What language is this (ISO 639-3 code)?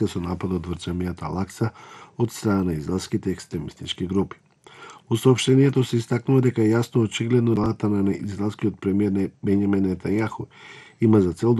mkd